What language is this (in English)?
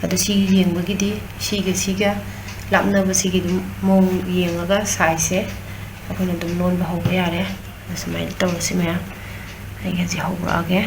Manipuri